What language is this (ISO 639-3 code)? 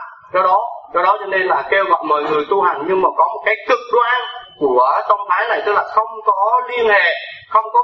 vie